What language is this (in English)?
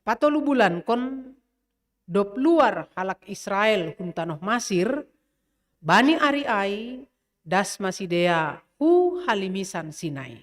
Batak Simalungun